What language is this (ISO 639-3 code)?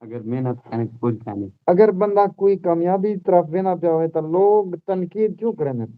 skr